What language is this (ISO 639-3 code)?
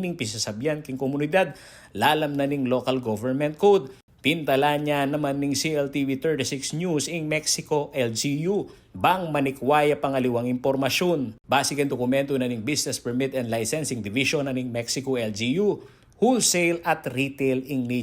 pam